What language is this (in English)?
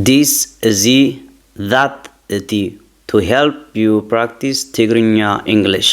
Tigrinya